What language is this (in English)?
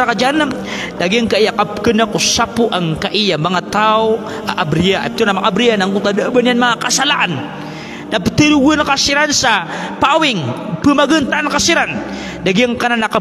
Maranao